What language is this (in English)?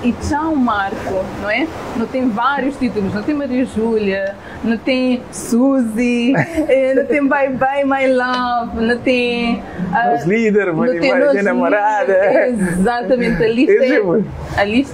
Kabuverdianu